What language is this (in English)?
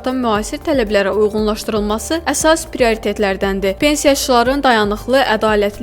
Azerbaijani